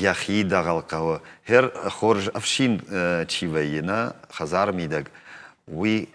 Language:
Ossetic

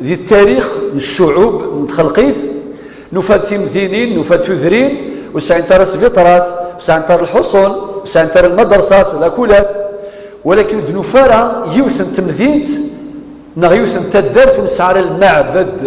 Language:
Kabyle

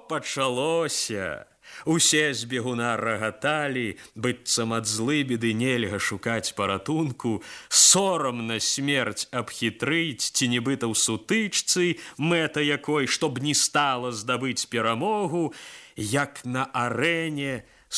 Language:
Belarusian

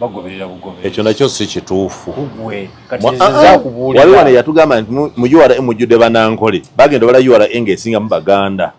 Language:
Ganda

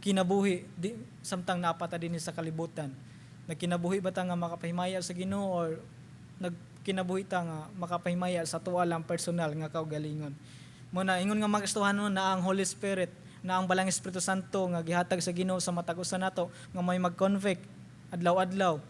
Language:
Cebuano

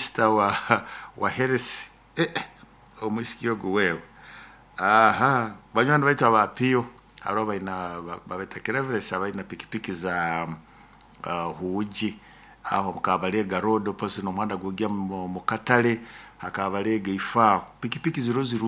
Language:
Nyoro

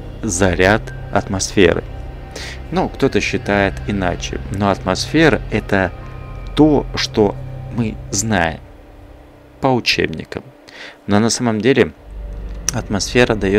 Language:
Russian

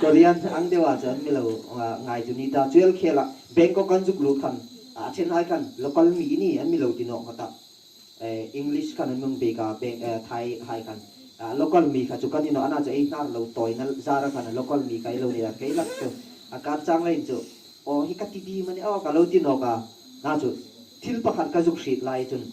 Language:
Hmar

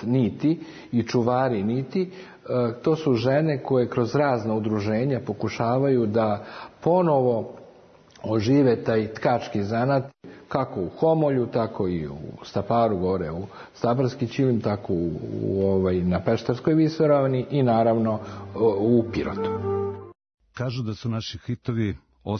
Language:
Serbian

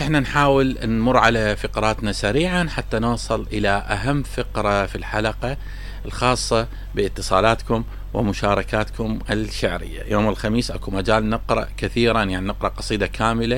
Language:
Mesopotamian Arabic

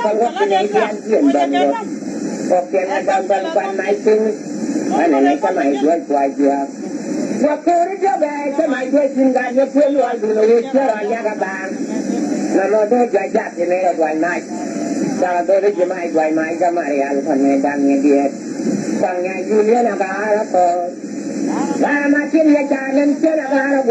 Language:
Nuer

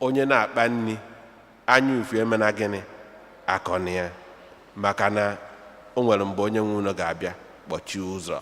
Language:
Igbo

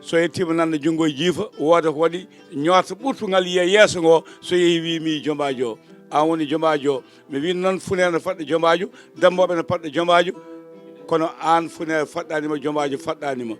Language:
Fula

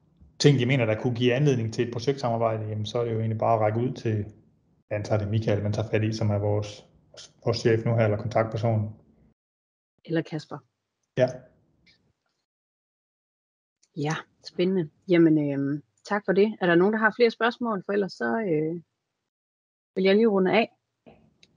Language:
Danish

